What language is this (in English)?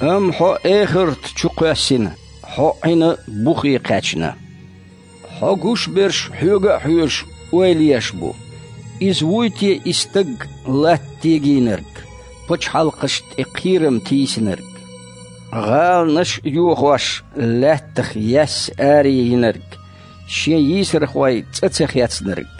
Chechen